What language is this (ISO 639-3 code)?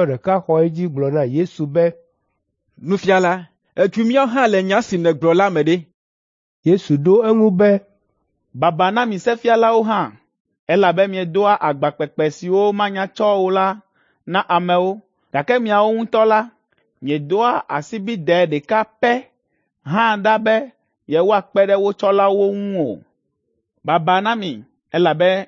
ewe